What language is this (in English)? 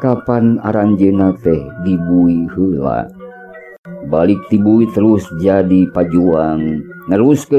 Sundanese